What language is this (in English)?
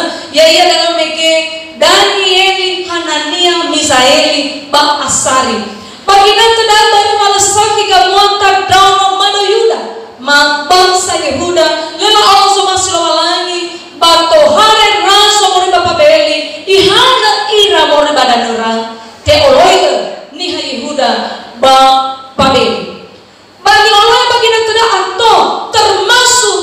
Nias